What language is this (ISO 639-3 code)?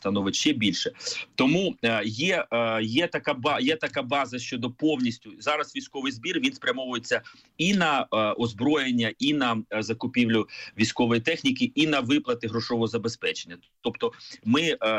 ukr